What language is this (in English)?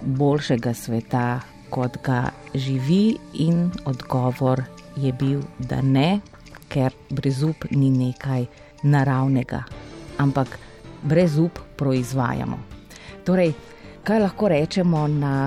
Slovenian